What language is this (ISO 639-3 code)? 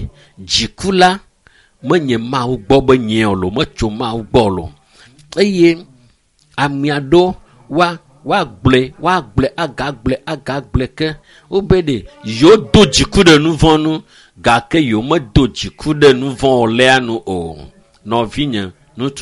ewe